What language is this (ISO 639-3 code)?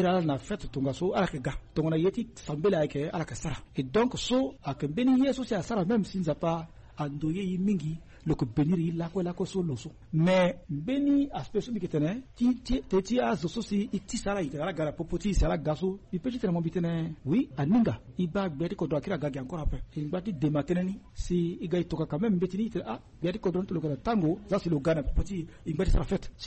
sag